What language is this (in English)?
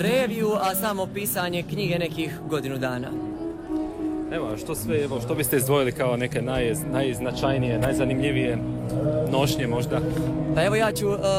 Croatian